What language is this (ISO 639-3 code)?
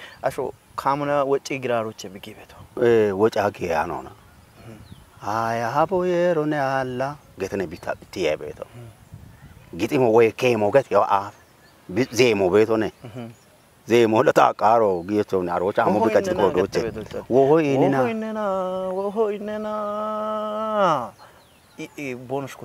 kbr